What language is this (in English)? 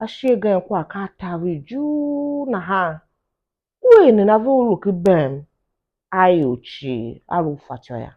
Tiv